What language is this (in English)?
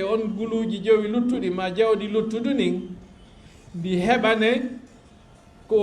Fula